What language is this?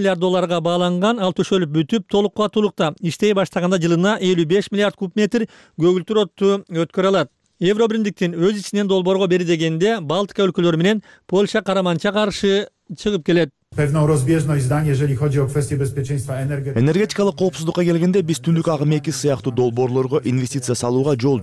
Kyrgyz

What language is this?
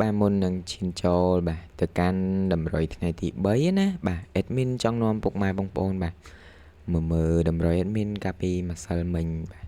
Khmer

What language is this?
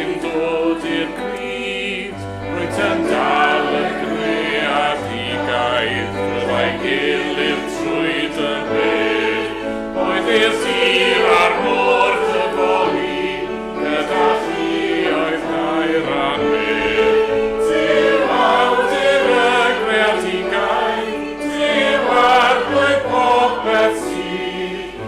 Welsh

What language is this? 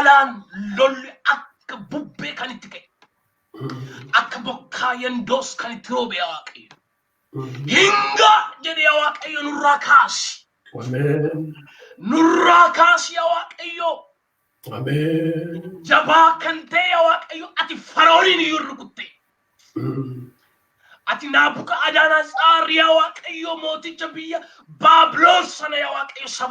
Oromo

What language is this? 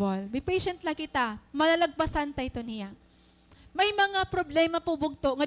Waray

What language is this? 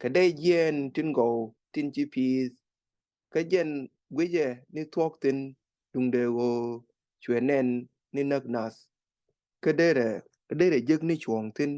Nuer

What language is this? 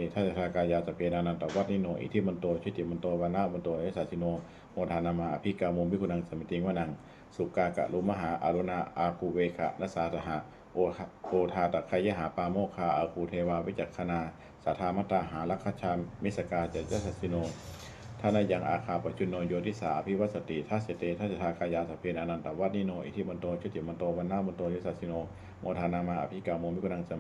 Pali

